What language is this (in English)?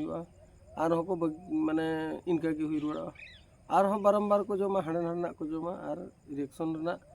Santali